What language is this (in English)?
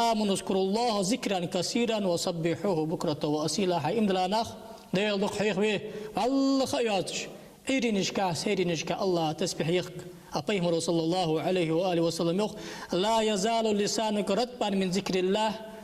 Ingush